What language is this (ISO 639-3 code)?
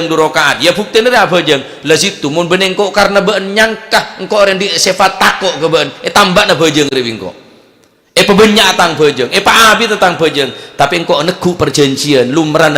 mad